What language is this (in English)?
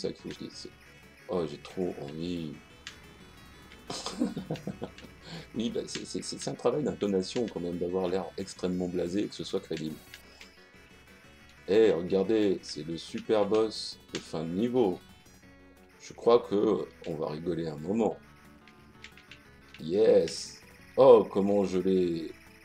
French